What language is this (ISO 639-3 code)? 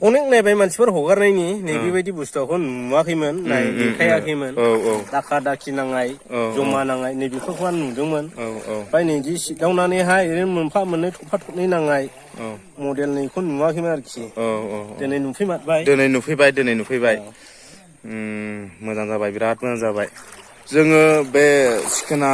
brx